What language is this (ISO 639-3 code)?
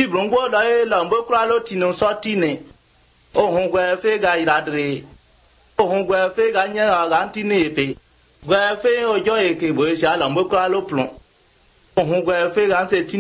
ibo